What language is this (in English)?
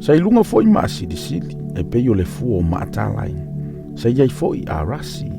Samoan